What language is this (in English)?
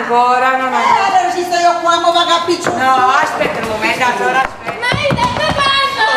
Neapolitan